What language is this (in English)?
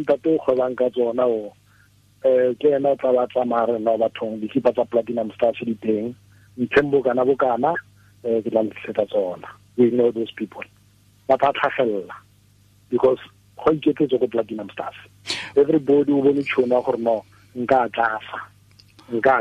Tswana